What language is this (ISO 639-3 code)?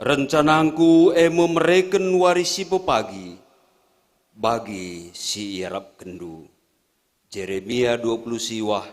btx